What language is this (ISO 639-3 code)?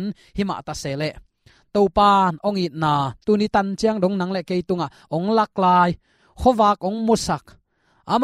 ctd